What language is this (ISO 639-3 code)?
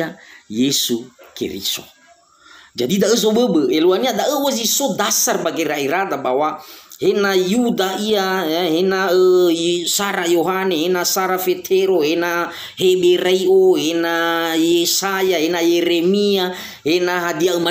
nia